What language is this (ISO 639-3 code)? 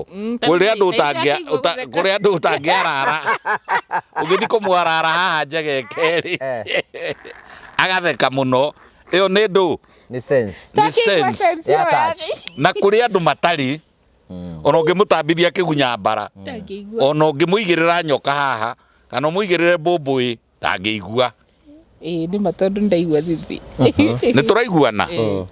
kik